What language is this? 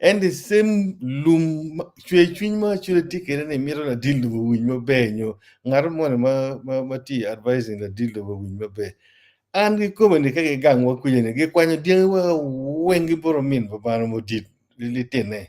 Acoli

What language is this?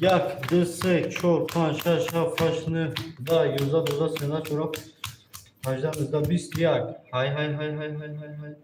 Tajik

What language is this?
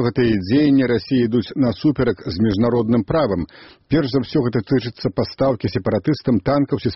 Belarusian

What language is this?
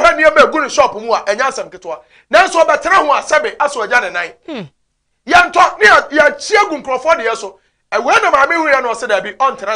Akan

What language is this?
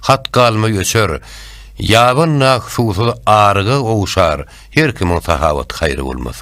Turkmen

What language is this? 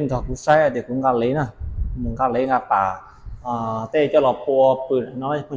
Hmong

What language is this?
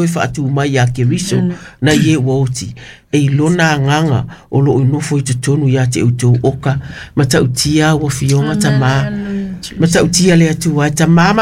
Samoan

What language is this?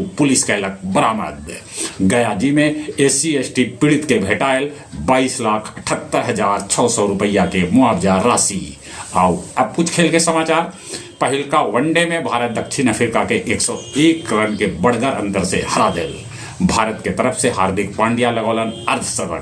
Magahi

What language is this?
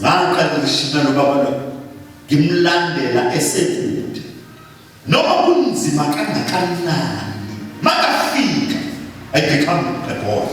Zulu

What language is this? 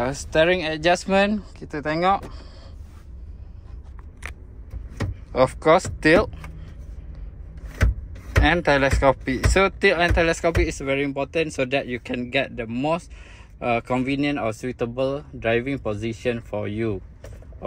Malay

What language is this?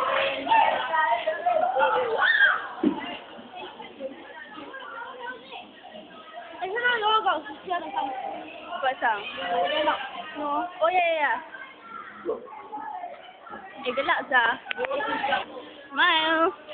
Malay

